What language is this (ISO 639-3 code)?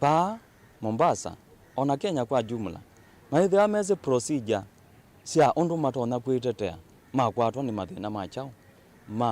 kam